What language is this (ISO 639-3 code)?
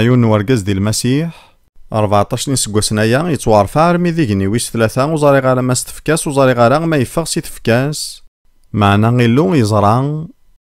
kab